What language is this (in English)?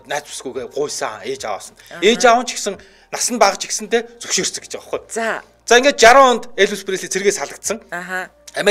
Mongolian